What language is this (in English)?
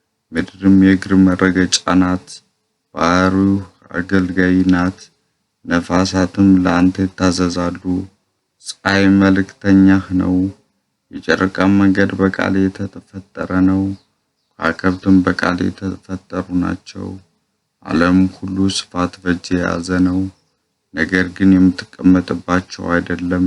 Amharic